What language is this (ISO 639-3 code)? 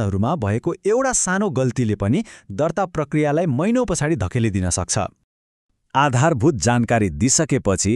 nep